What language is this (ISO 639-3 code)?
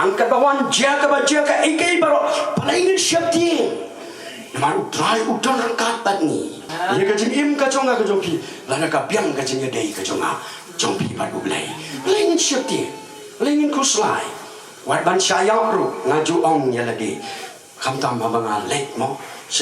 kha